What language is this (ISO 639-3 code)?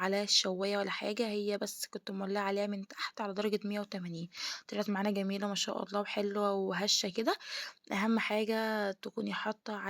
arz